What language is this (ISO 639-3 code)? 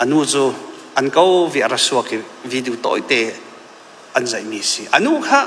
cfm